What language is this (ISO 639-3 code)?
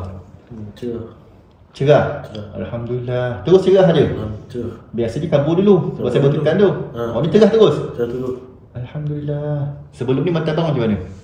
msa